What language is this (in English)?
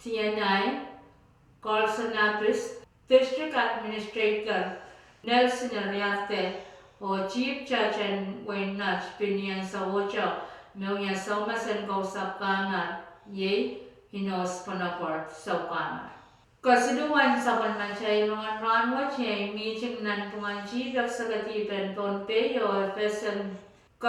Pohnpeian